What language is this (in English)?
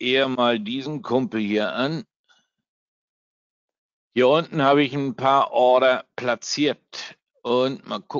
German